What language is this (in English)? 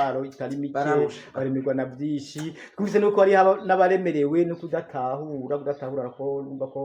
Rundi